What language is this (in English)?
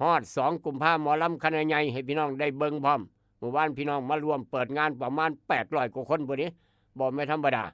Northeastern Thai